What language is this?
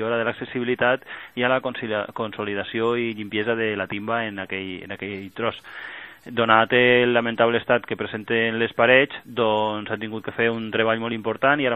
Catalan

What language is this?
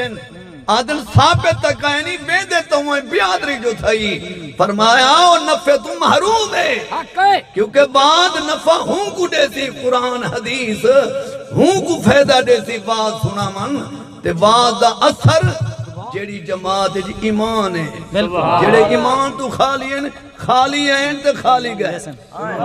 Saraiki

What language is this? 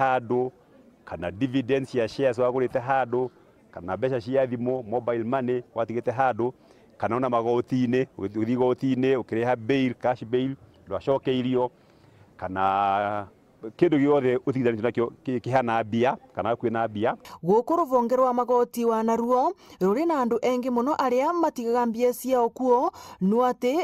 Meru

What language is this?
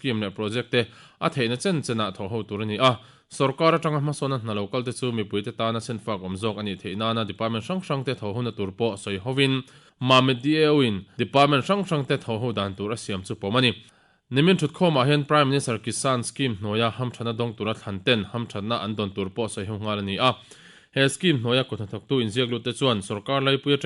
Mizo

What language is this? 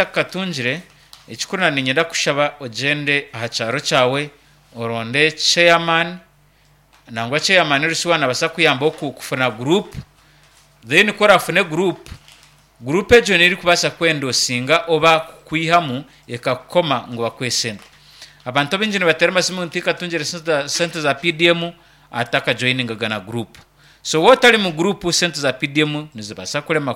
Nyankole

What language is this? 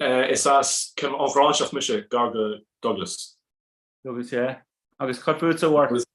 Irish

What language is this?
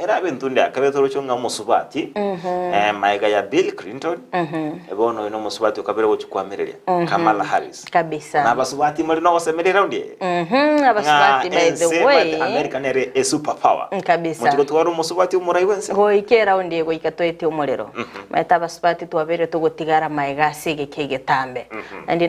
Gusii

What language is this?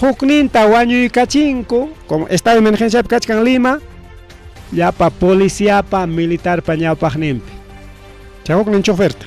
Ayacucho Quechua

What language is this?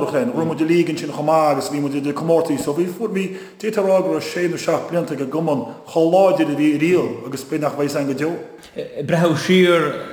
Irish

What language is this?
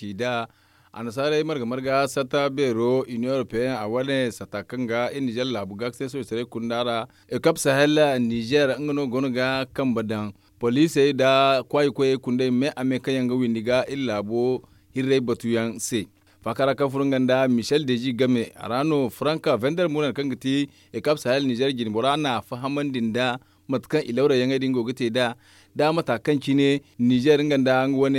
Zarma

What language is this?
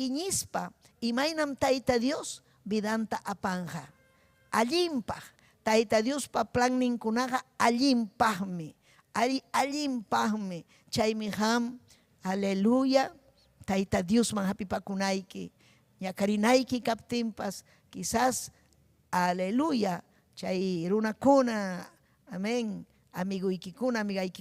Ayacucho Quechua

